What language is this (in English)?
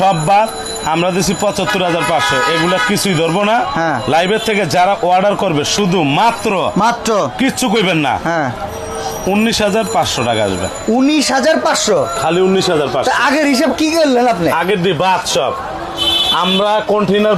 Bangla